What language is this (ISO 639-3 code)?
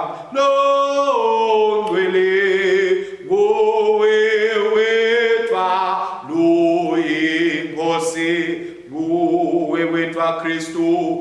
ssw